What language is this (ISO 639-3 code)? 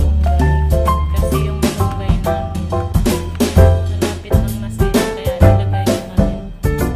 fil